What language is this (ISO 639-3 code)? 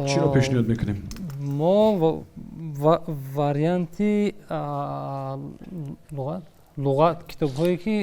tgk